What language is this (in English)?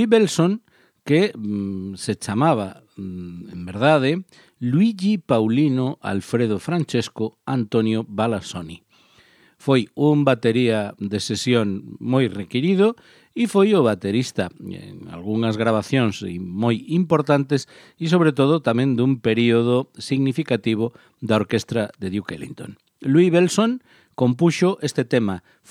Galician